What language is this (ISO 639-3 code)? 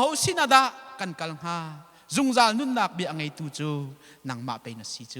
cnh